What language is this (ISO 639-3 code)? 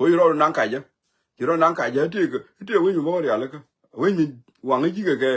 nus